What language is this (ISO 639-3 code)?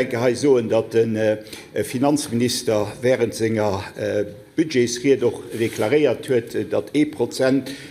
ltz